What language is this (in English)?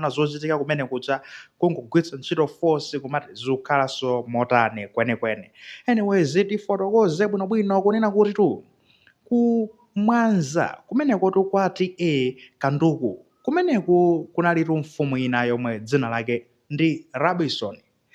Nyanja